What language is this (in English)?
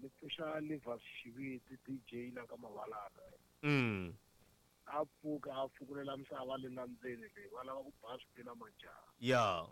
Tsonga